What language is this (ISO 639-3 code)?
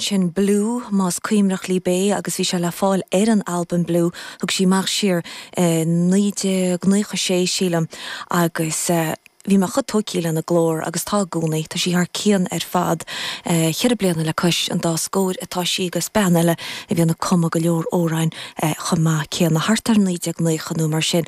gle